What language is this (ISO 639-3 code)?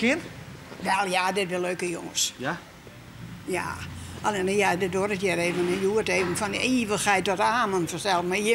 fry